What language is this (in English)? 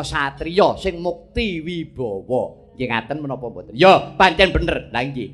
Javanese